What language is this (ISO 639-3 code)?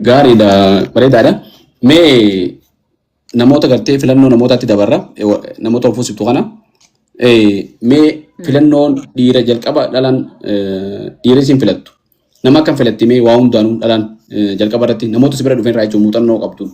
orm